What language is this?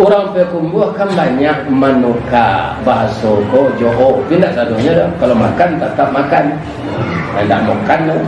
Minangkabau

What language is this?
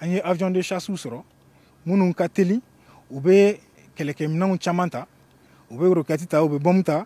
Bambara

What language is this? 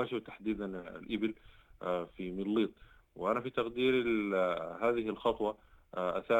Sudanese Arabic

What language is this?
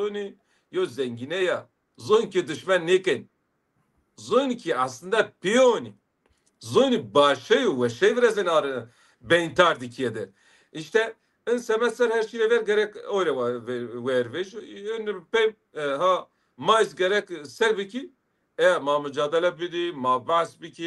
Zaza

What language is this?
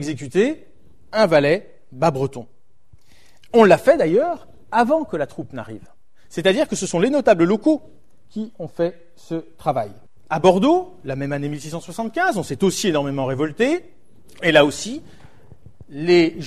French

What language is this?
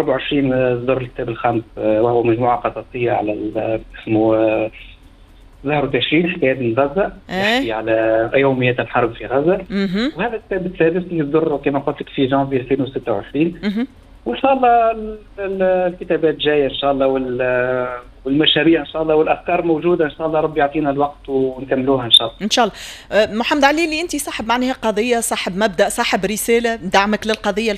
Tunisian Arabic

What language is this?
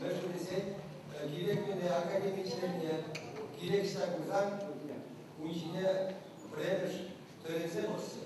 Chuvash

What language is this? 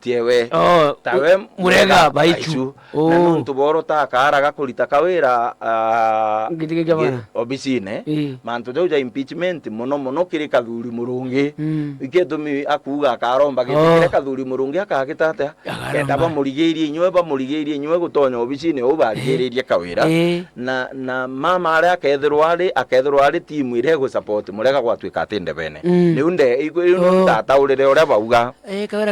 Meru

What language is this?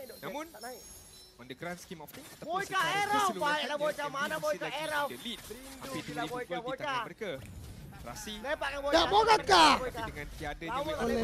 Malay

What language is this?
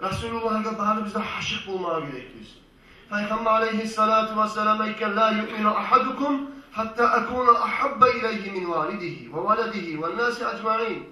Kumyk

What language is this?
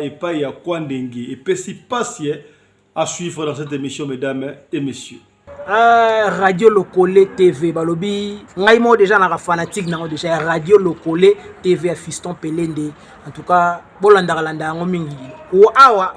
Lingala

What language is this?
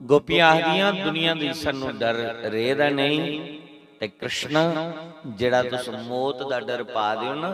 Dogri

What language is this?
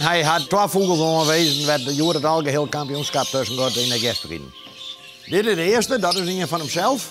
Western Frisian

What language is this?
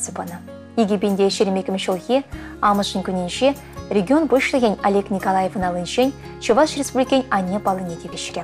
Chuvash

